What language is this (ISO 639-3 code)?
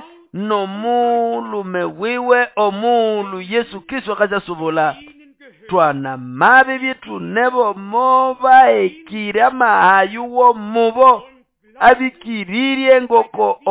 nnb